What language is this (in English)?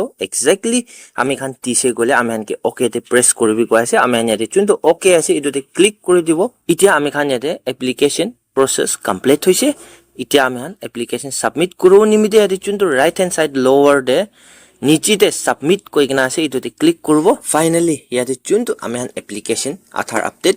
Naga Pidgin